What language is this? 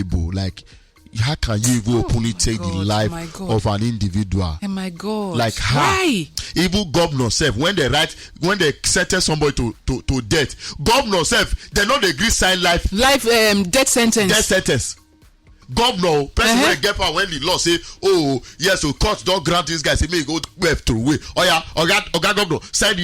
Nigerian Pidgin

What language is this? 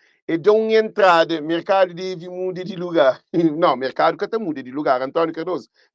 Kabuverdianu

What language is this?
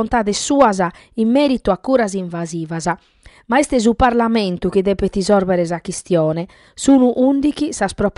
Sardinian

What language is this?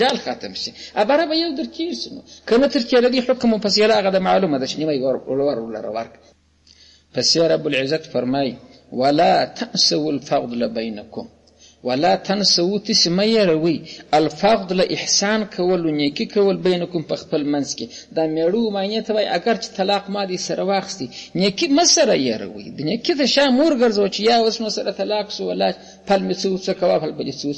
Pashto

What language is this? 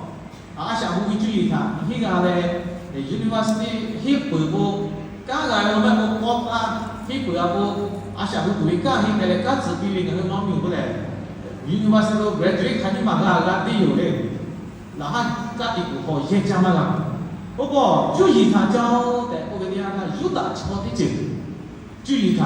Lahu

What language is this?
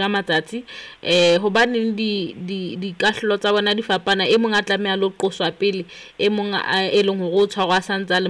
Southern Sotho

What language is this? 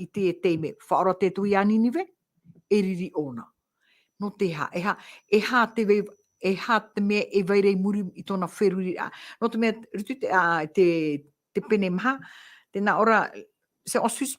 Tahitian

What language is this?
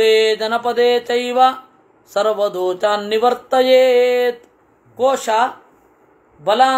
Kannada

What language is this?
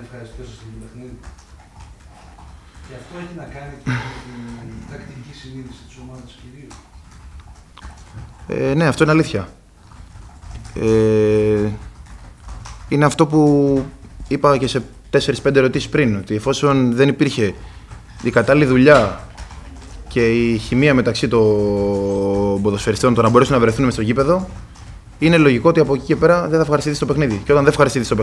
Greek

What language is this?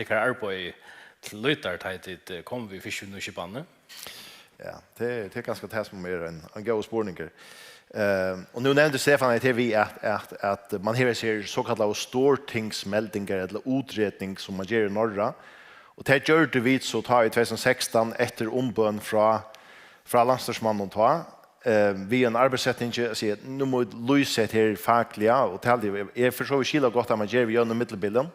Faroese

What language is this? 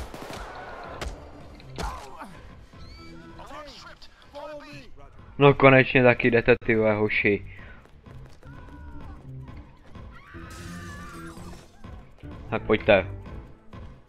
Czech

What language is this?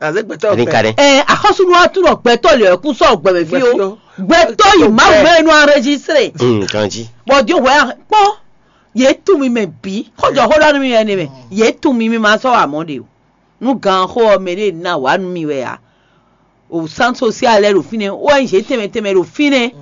Fon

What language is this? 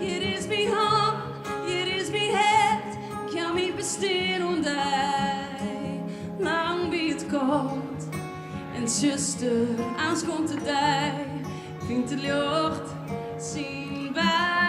Western Frisian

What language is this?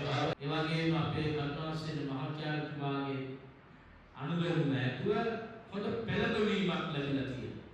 Sinhala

